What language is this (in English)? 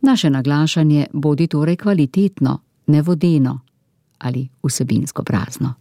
Slovenian